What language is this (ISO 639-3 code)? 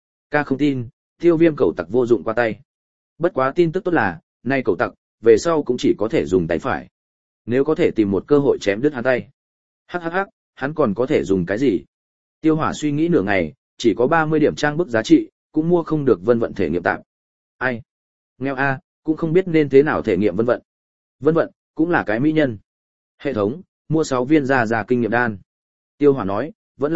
vie